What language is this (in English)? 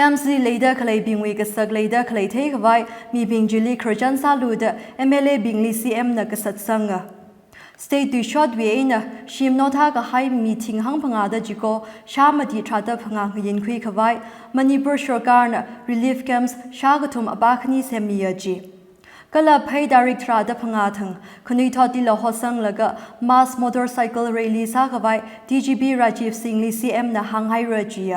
Tangkhul Naga (India)